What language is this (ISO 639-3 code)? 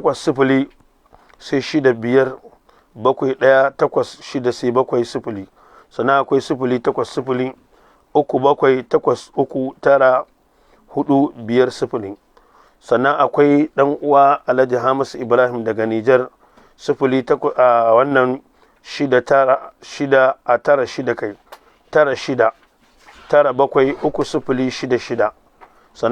hau